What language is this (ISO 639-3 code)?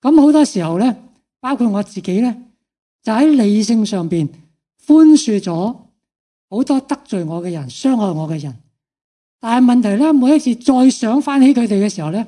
yue